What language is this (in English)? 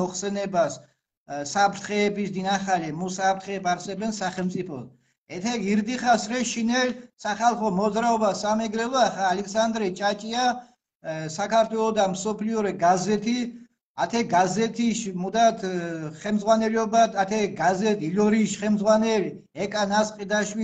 Mingrelian